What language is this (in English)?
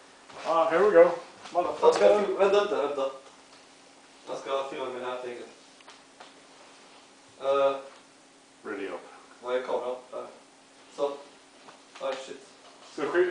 Swedish